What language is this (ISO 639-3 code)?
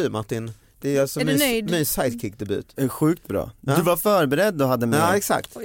swe